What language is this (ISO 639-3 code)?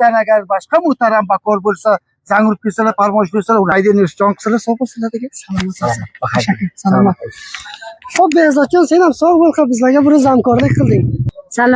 uzb